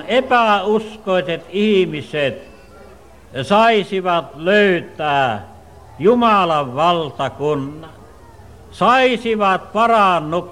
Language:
Finnish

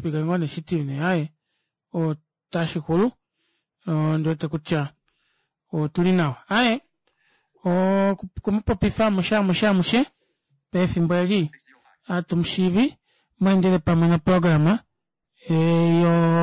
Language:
Kuanyama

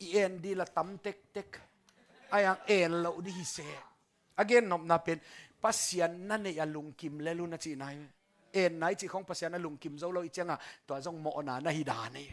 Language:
Tedim Chin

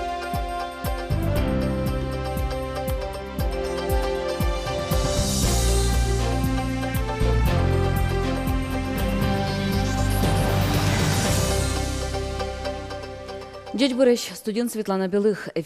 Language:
Udmurt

